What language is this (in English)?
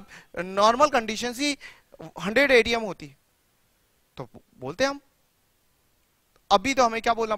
Hindi